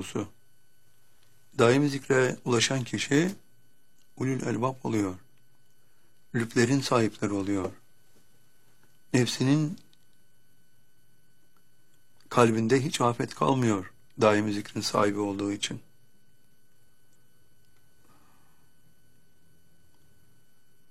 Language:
Turkish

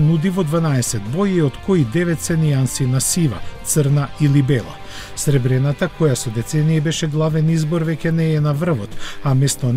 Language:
Macedonian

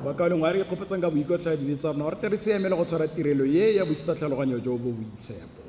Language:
Tswana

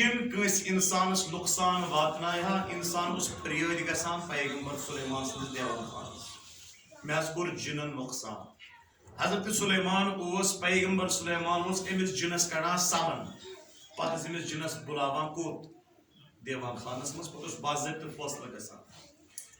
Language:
Kashmiri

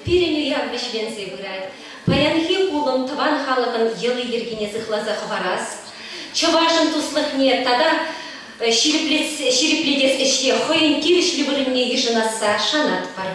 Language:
Chuvash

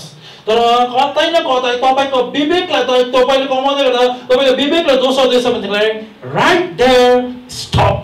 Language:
Nepali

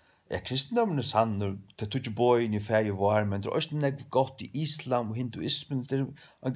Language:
Faroese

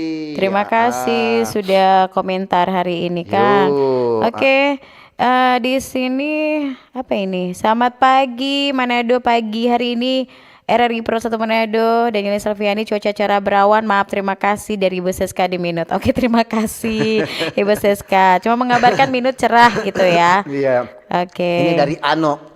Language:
Manado Malay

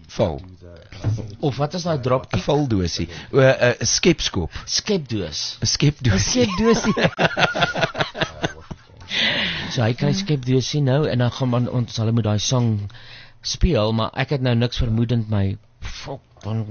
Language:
Afrikaans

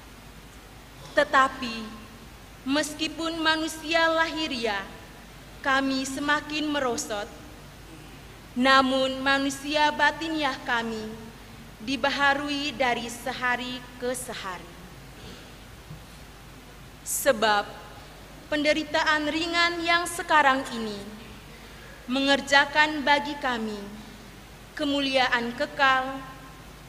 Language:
Indonesian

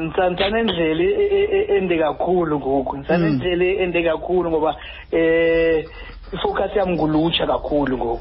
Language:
Xhosa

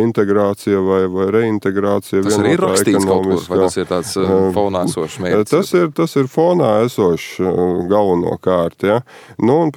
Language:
Latvian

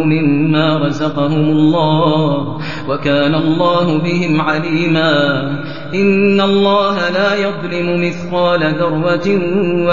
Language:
Arabic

